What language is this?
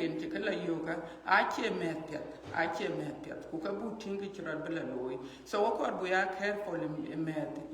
Dinka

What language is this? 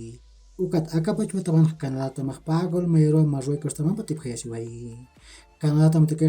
Aymara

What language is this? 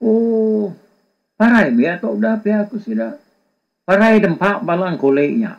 Iban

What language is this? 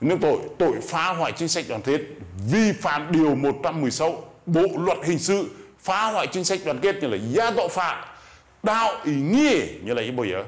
Rade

